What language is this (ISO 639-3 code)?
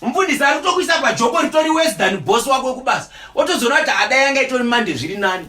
sna